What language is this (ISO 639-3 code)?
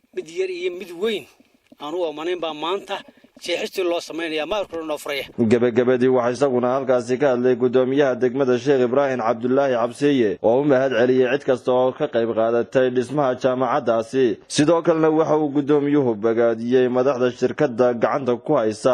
som